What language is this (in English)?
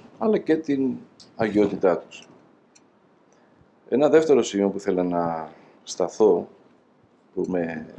Greek